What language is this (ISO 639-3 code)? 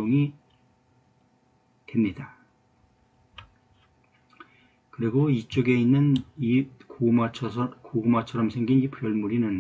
kor